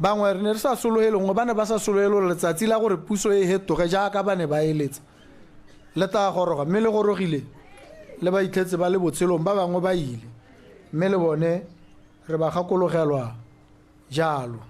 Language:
Tswana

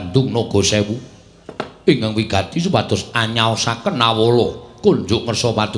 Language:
Javanese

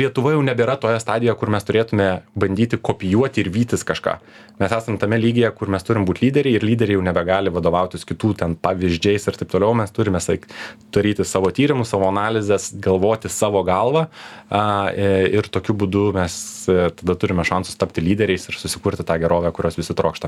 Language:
Lithuanian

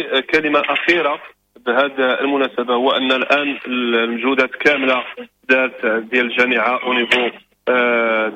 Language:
Moroccan Arabic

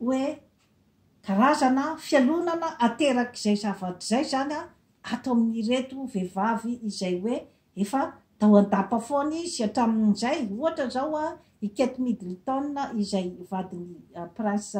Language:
Malagasy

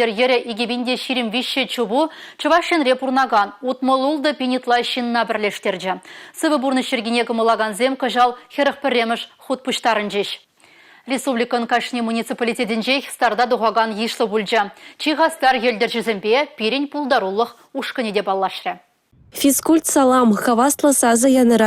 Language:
Chuvash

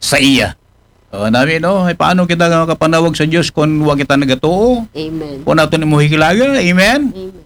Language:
Aklanon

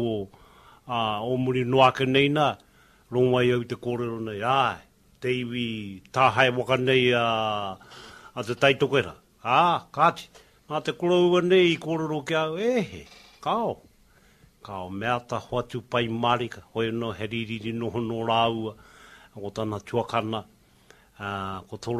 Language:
Māori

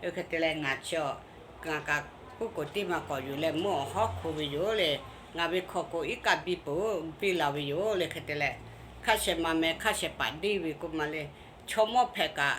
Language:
Lahu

